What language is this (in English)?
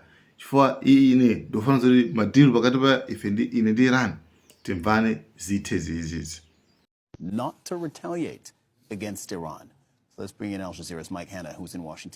Nyanja